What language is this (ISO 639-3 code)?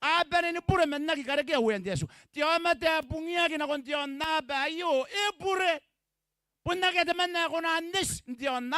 gil